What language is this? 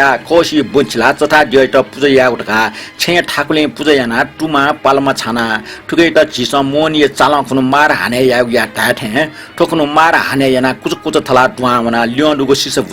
Newari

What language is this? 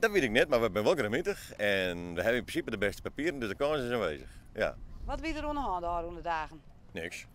Western Frisian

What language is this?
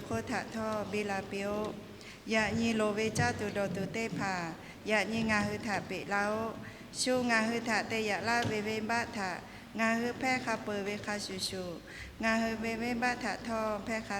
Lahu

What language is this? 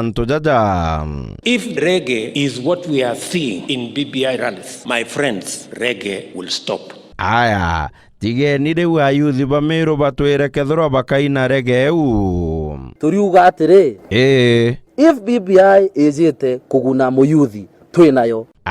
Meru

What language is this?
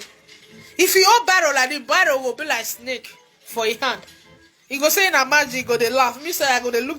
Nigerian Pidgin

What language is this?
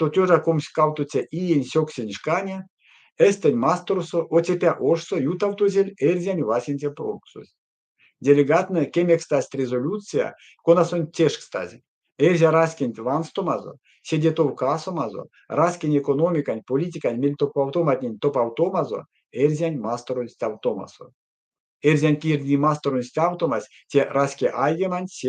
Erzya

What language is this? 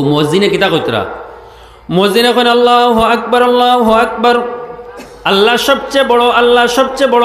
Sylheti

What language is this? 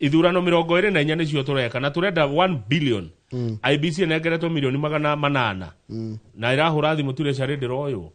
Kikuyu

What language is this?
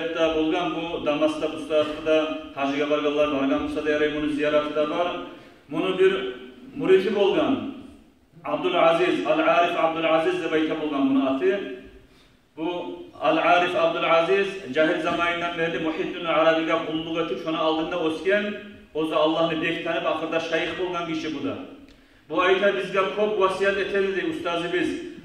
Kumyk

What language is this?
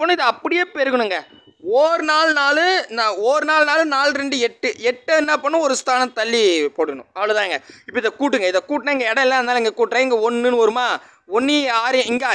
Tamil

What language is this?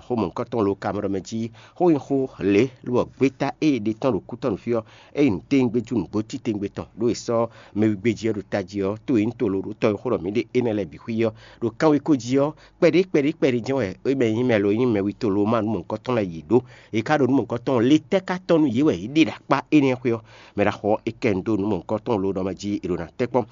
Fon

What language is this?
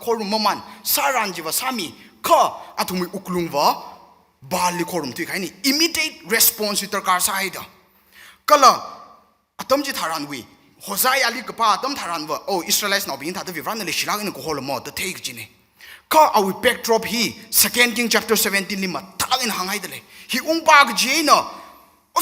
Tangkhul Naga (India)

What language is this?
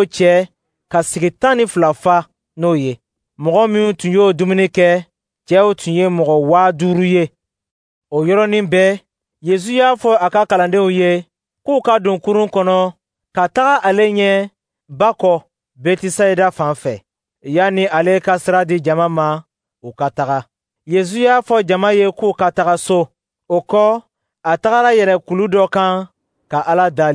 Dyula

